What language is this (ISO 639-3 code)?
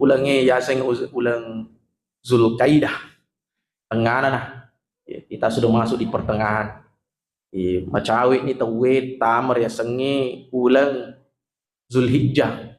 bug